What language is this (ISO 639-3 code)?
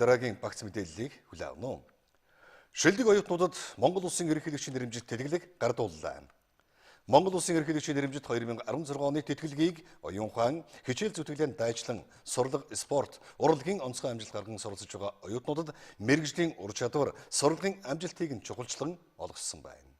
mon